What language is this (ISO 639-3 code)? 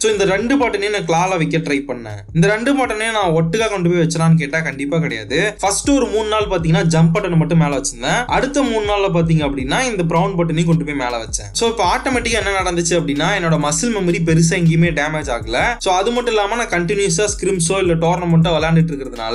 tam